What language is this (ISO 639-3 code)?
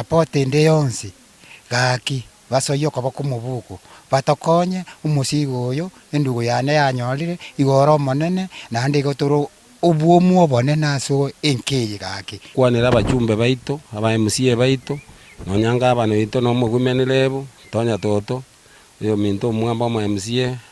guz